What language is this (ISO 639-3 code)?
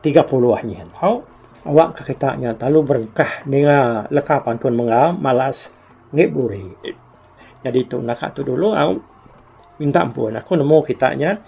iba